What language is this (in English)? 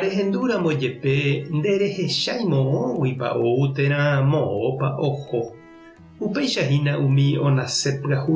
Guarani